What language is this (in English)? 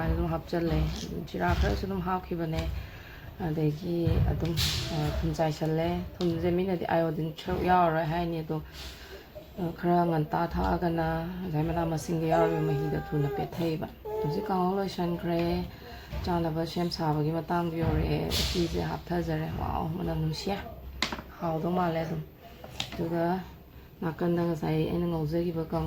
Manipuri